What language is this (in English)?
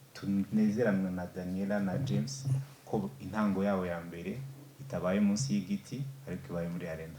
Kinyarwanda